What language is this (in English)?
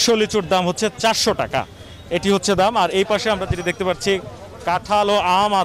Bangla